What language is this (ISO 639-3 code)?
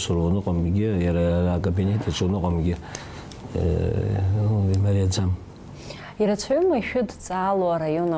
abk